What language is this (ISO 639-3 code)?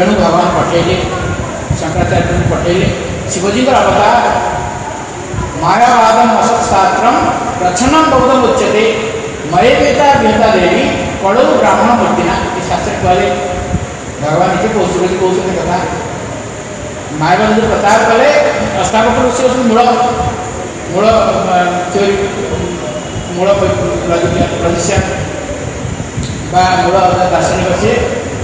ori